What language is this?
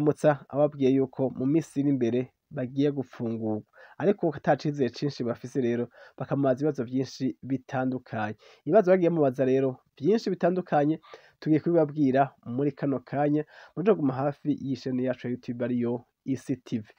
Rundi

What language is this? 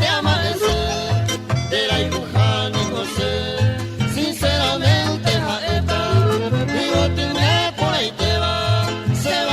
Guarani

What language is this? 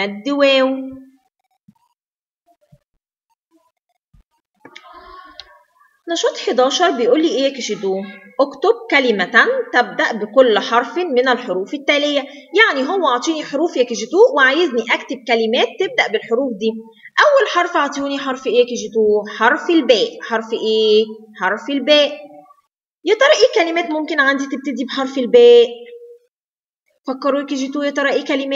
Egyptian Arabic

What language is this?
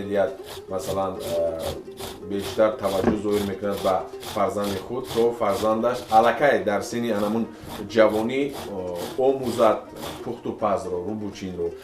Tajik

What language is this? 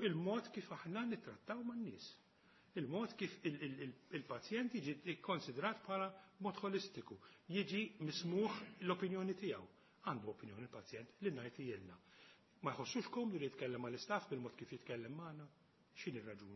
Maltese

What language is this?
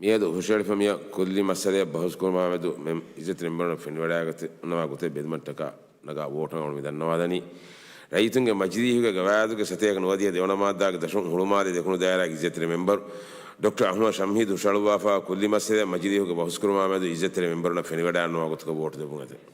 Divehi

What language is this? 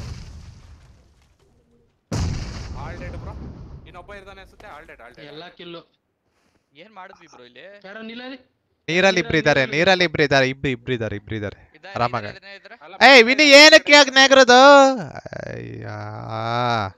Kannada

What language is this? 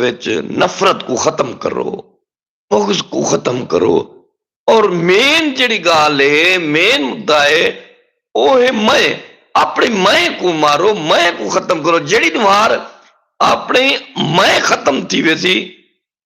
Saraiki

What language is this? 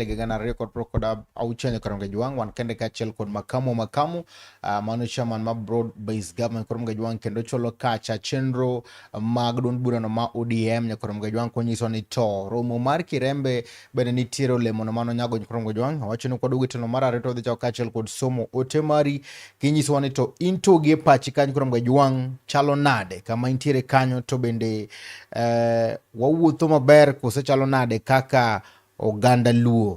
Luo (Kenya and Tanzania)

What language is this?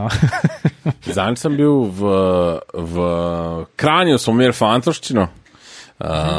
Slovenian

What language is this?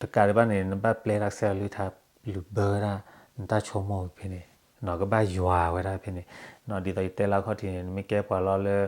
S'gaw Karen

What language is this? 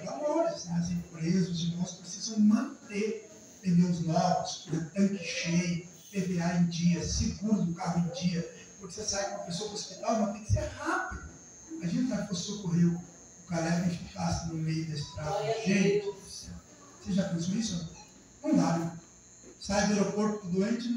Portuguese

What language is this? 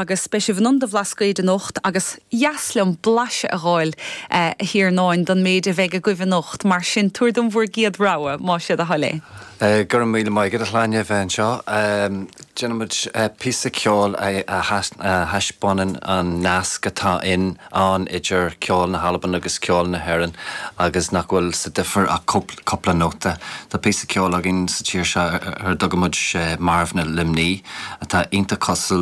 Irish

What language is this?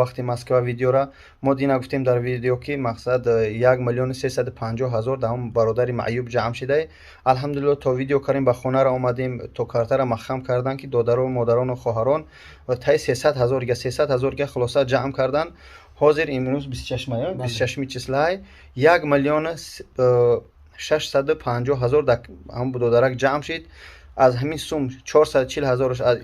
Tajik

